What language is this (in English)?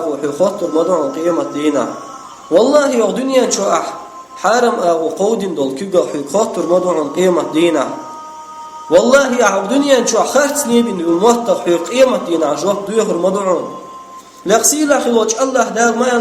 Chechen